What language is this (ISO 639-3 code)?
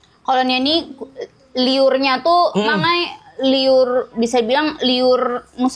bjn